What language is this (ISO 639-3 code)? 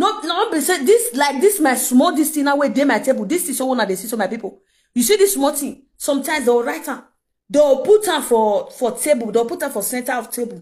pcm